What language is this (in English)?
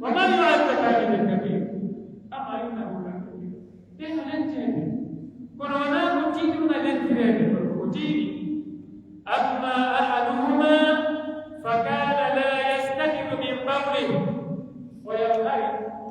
Pular